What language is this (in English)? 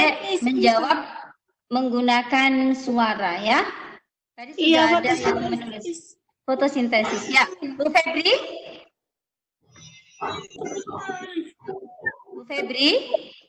Indonesian